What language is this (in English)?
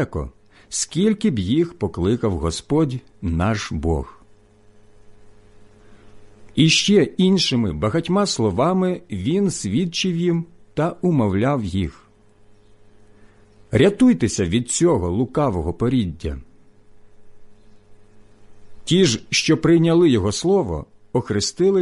Ukrainian